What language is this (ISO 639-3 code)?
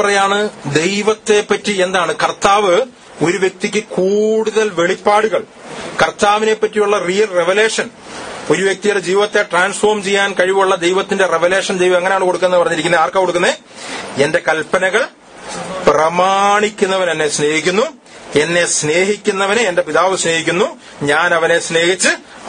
mal